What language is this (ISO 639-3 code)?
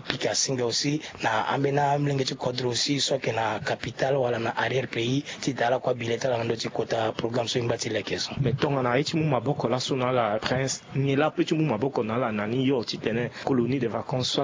sag